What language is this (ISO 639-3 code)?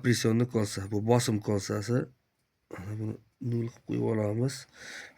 uzb